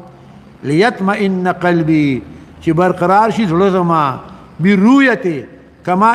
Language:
Pashto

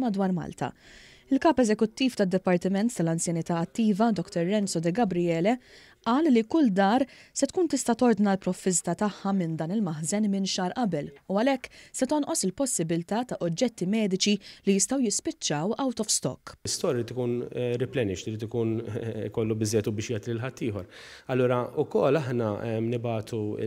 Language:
Maltese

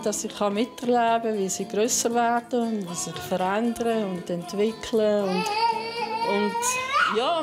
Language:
Swiss German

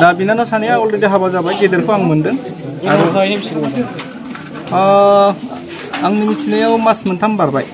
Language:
Bodo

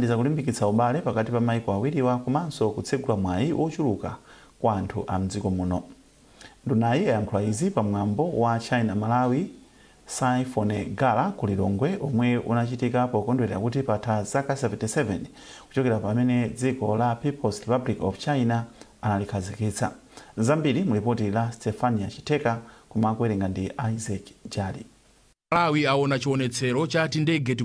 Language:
Nyanja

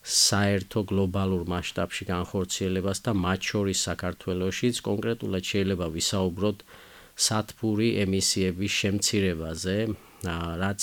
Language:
Georgian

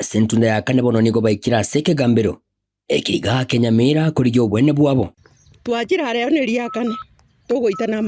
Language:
Gusii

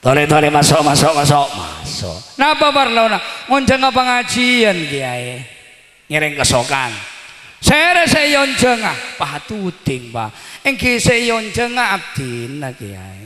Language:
Madurese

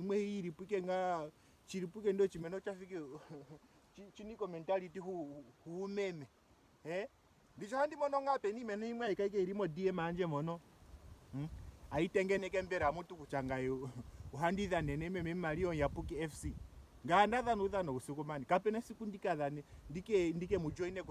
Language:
Ndonga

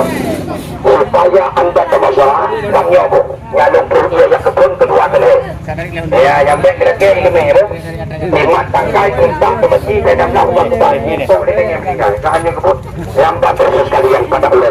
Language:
Achinese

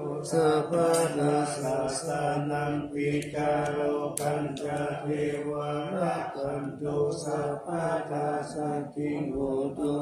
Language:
Pali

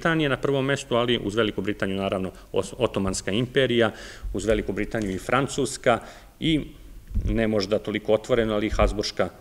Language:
Serbian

